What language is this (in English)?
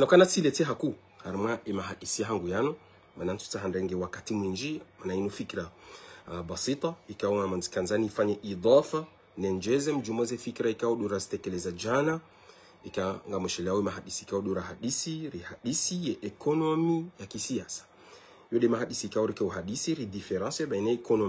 Ngazidja Comorian